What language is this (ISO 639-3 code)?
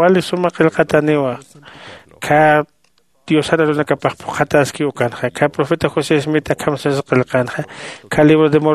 aym